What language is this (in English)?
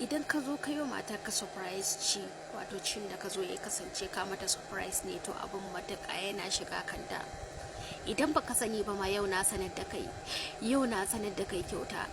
Hausa